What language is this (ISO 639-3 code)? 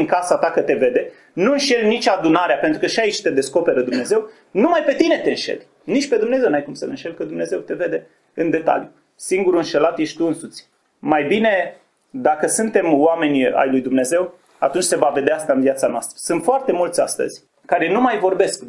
ron